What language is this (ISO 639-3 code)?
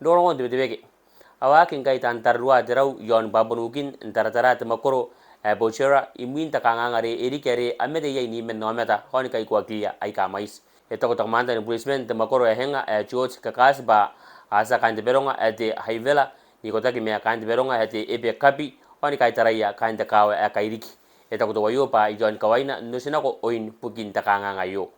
gil